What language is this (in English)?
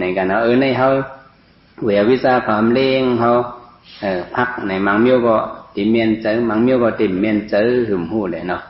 Shan